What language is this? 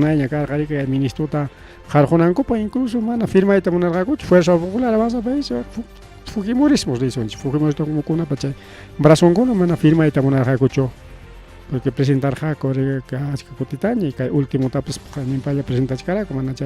Ayacucho Quechua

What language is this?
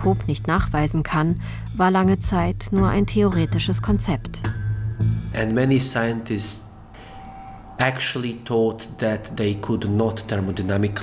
German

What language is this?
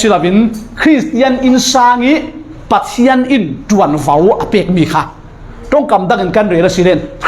Falam Chin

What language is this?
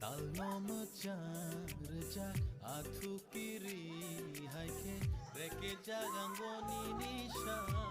Kok Borok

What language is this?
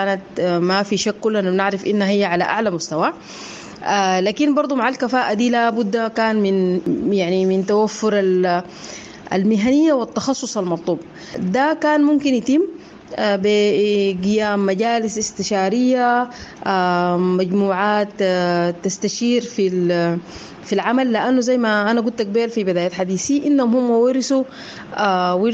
Sudanese Arabic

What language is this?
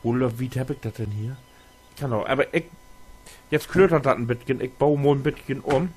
Low German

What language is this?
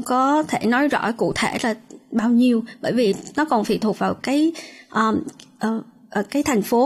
Vietnamese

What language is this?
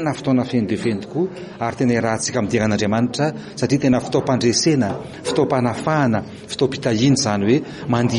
Malagasy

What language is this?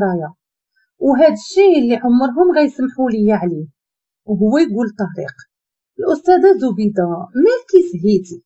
Moroccan Arabic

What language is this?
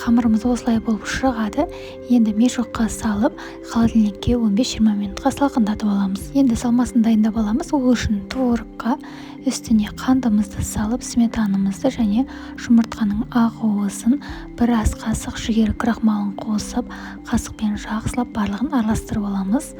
Kazakh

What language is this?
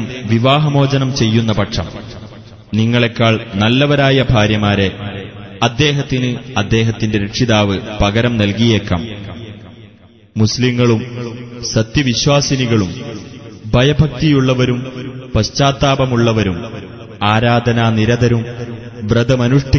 Malayalam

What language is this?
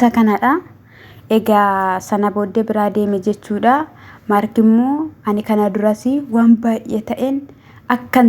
Oromo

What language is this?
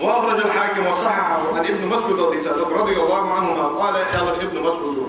Ingush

